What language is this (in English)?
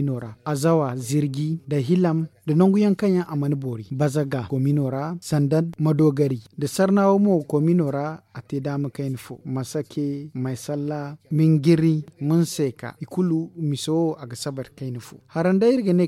Zarma